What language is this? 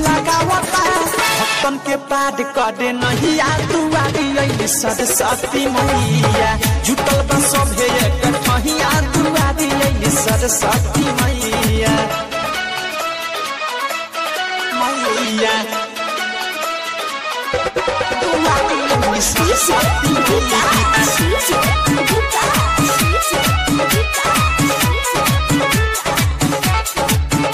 Bhojpuri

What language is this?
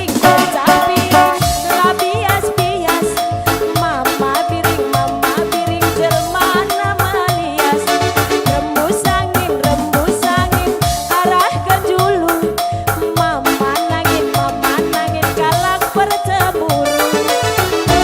Batak Karo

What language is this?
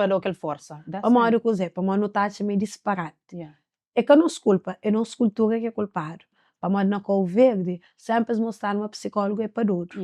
Kabuverdianu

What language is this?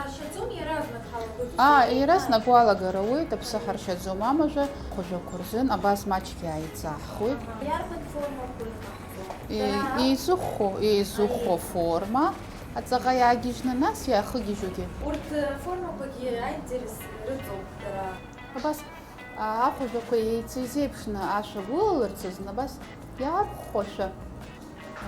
Abkhazian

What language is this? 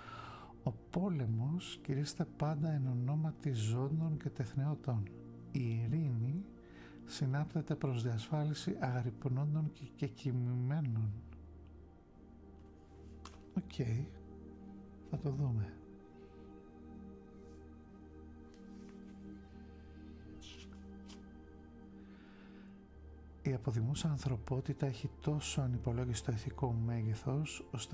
Greek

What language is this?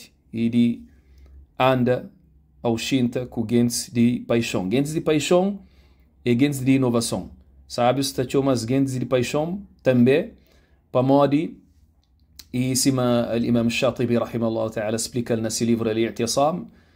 Kabuverdianu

